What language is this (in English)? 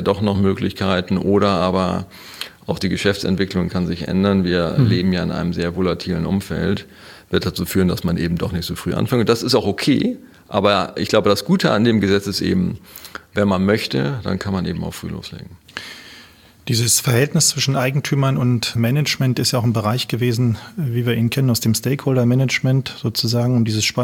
German